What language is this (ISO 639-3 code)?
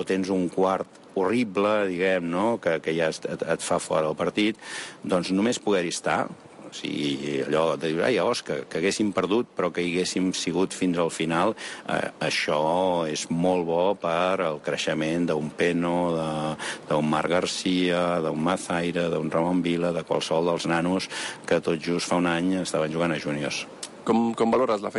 cat